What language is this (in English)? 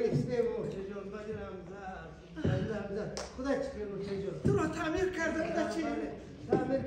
Tajik